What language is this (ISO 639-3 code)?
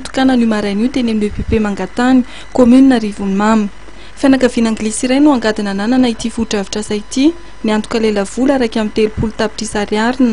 mlg